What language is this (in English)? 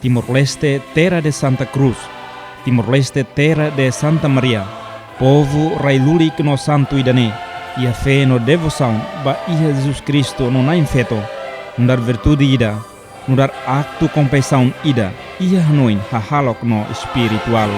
Tetum